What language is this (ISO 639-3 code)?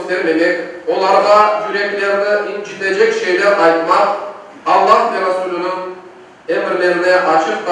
crh